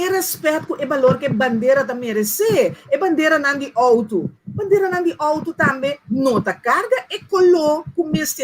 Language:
Papiamento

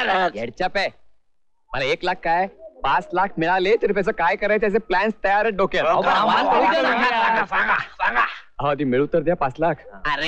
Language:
Marathi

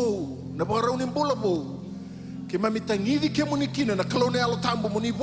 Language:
Fijian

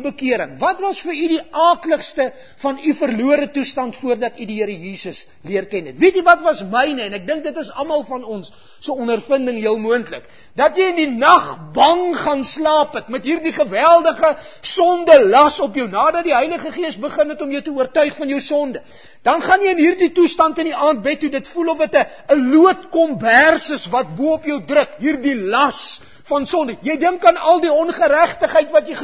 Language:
Afrikaans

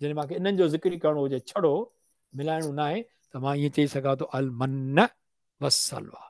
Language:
Sindhi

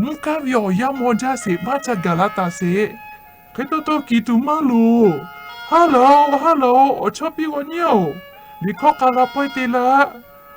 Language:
Lahu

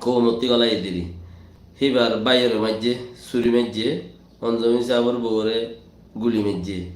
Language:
Rohingya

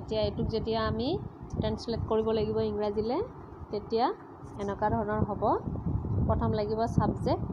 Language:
Assamese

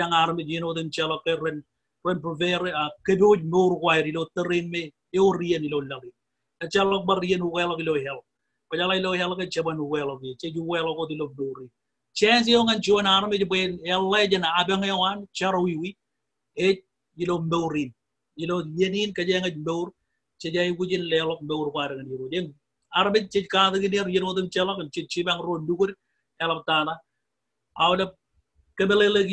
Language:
Marshallese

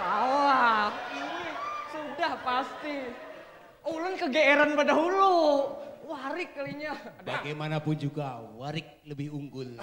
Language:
Banjar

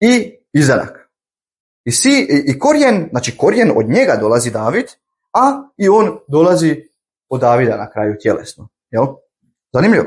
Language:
Bosnian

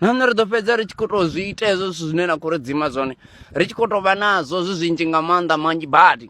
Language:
Venda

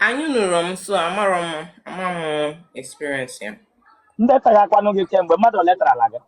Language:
Igbo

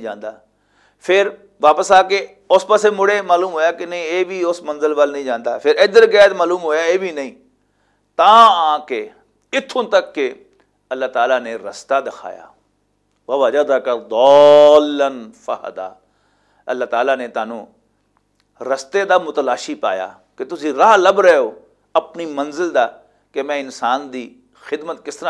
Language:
Western Panjabi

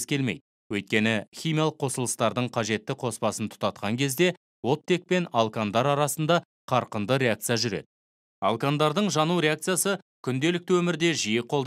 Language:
Kazakh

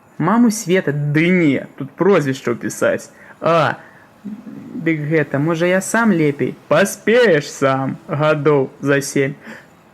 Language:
Belarusian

